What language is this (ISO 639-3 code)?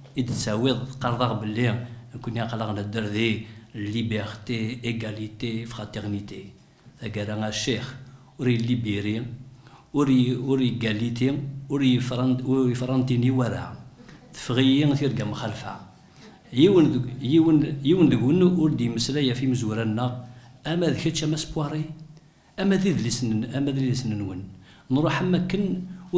kab